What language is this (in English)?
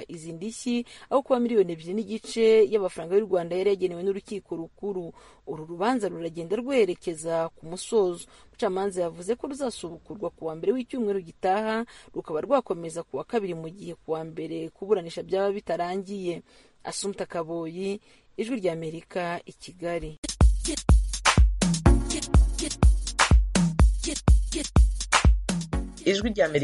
Kinyarwanda